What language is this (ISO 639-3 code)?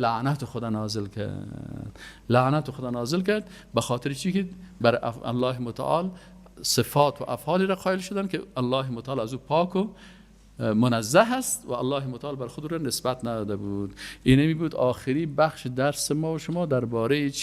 fas